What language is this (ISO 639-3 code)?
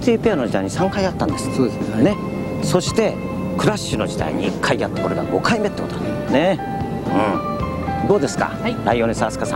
jpn